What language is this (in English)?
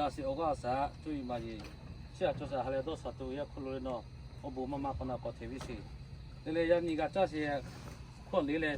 Lahu